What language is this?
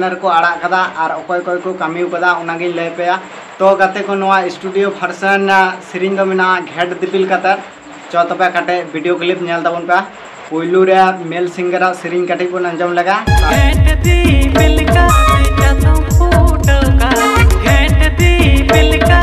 Santali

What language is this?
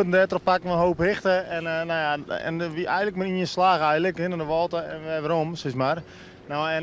Western Frisian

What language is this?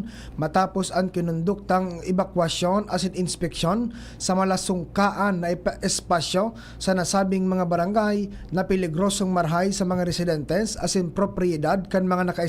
Bikol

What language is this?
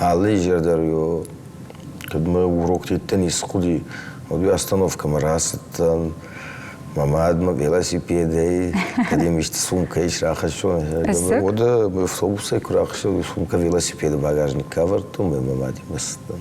Ossetic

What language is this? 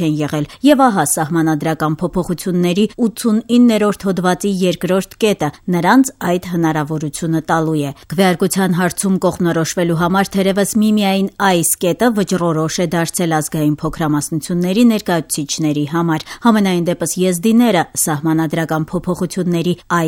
Armenian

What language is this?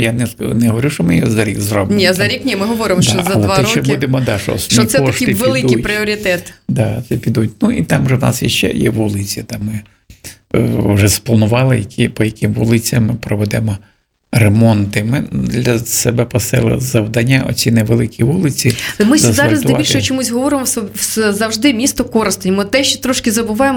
Ukrainian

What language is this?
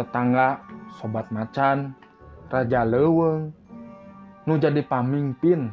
Sundanese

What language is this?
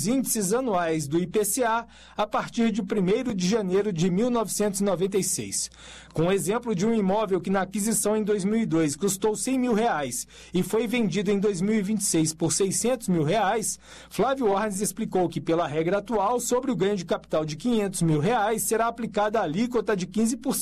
Portuguese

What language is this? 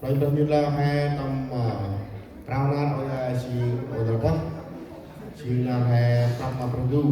Central Mnong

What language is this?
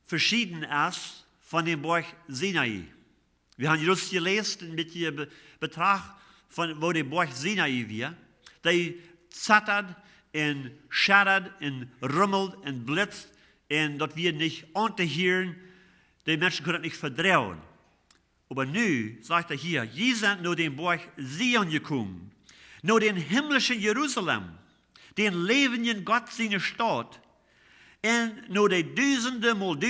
Plautdietsch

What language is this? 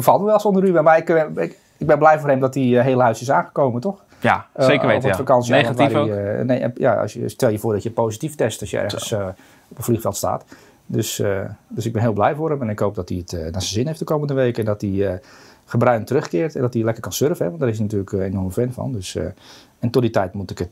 Dutch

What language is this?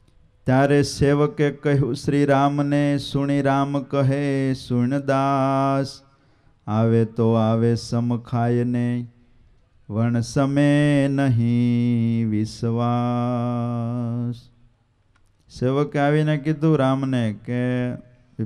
Gujarati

